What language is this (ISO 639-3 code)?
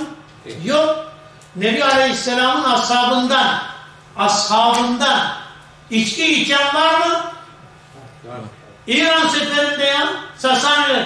tur